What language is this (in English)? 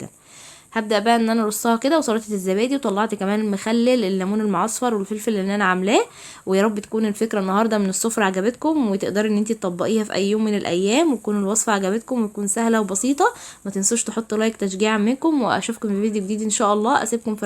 Egyptian Arabic